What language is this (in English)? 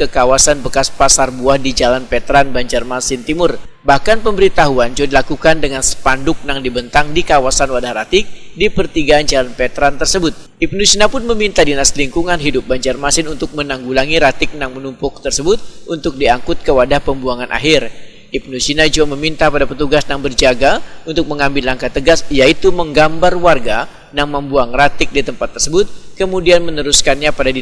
Banjar